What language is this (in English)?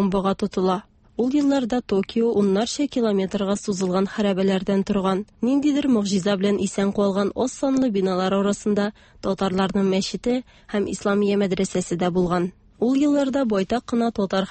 Tatar